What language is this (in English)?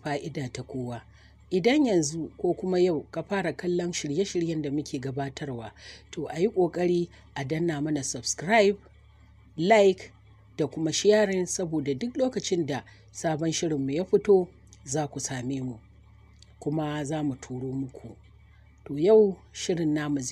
Hausa